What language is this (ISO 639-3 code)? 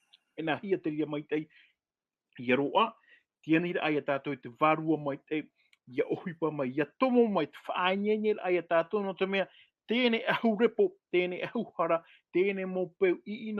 tah